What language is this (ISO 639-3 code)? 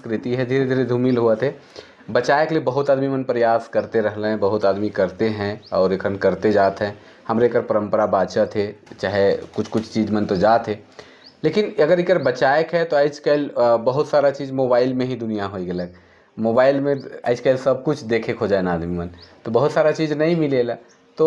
sck